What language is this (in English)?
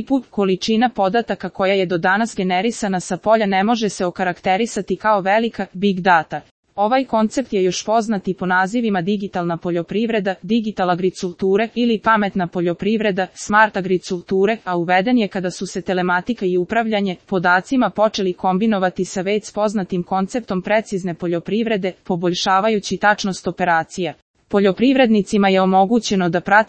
Serbian